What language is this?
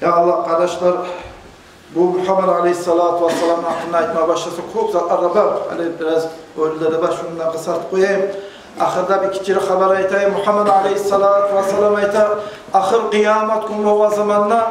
Kumyk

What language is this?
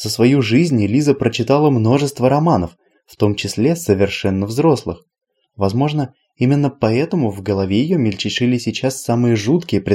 Russian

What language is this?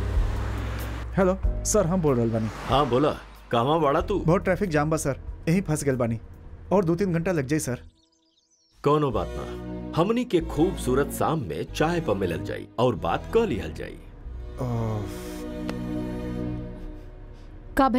Bhojpuri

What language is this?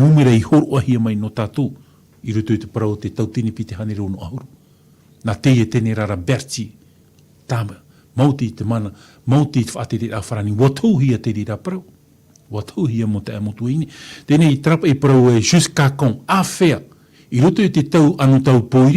Tahitian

